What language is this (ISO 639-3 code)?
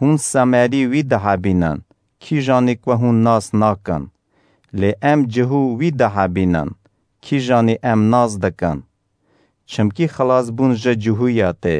kur